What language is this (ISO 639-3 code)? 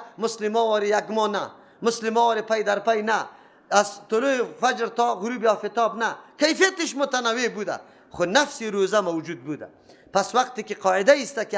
fas